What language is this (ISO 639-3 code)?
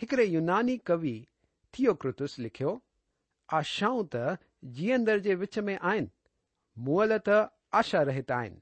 snd